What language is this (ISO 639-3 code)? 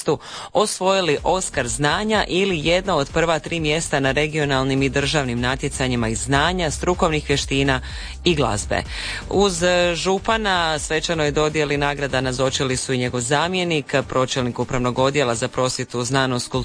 hrv